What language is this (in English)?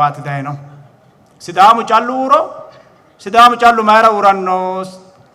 Sidamo